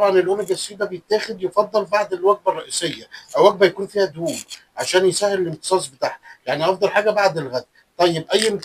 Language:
Egyptian Arabic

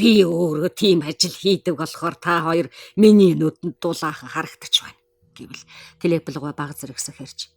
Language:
Mongolian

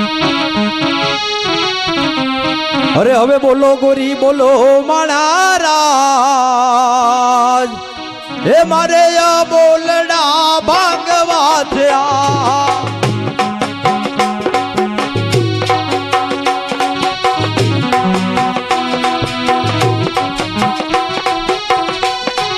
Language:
Gujarati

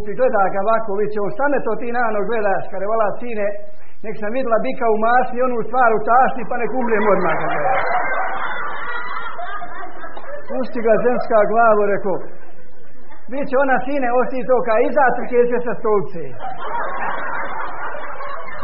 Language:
Croatian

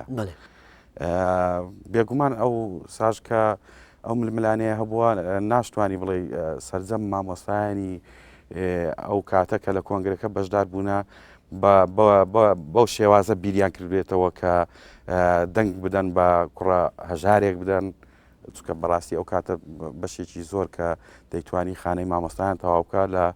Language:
Central Kurdish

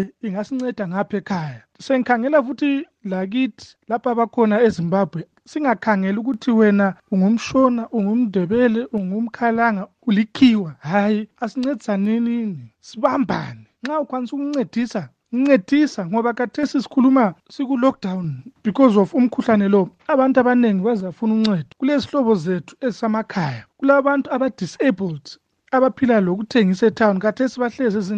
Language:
North Ndebele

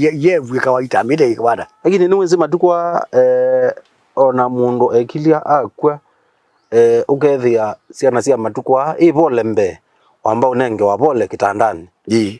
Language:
Kamba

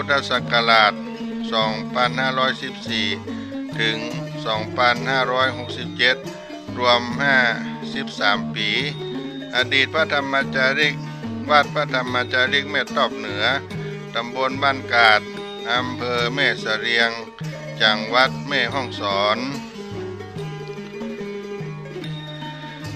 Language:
Thai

